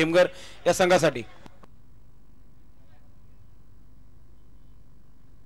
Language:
Marathi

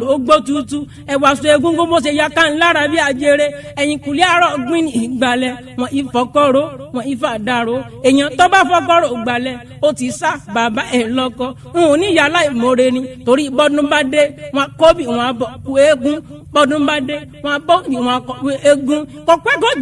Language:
Yoruba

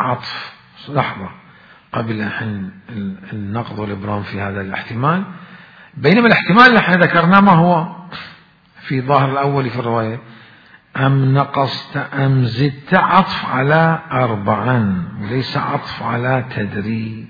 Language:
Mesopotamian Arabic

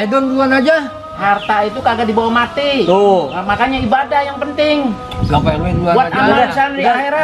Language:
Betawi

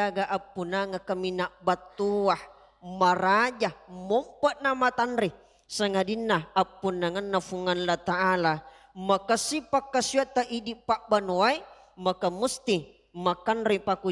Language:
Buginese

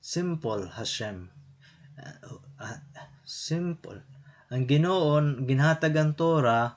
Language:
Waray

